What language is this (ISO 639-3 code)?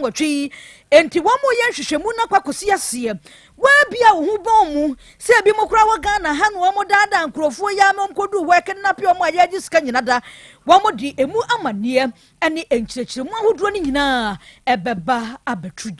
aka